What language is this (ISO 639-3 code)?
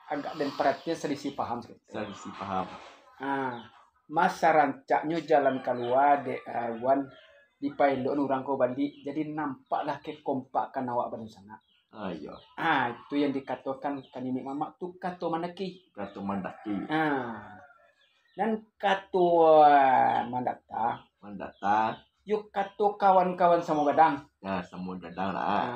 min